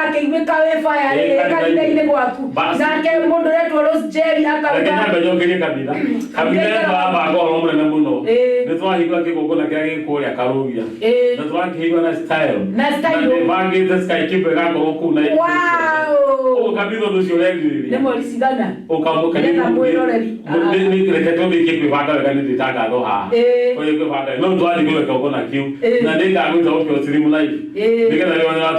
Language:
Kikuyu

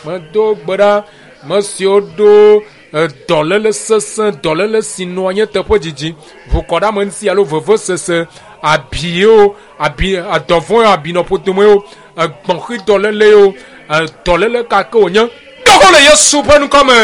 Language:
Ewe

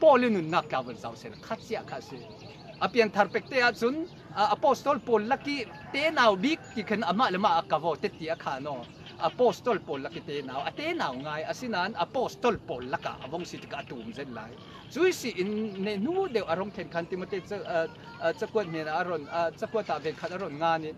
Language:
Falam Chin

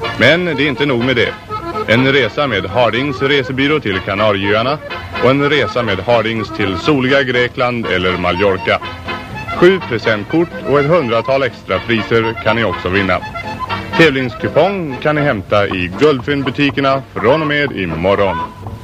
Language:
Swedish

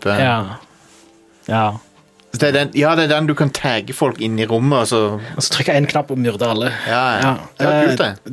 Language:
Norwegian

